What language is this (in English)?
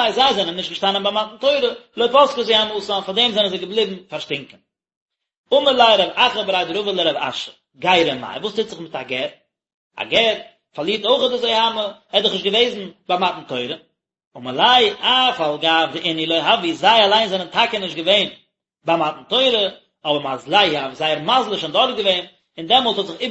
Yiddish